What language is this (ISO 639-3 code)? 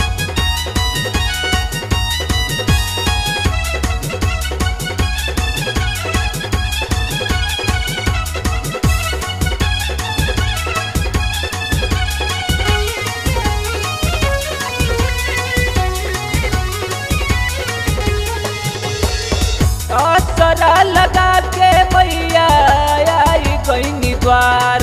bho